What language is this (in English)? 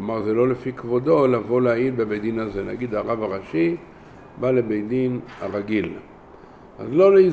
Hebrew